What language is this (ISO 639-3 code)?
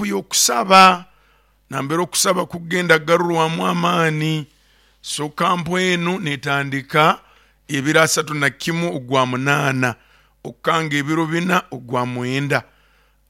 nyo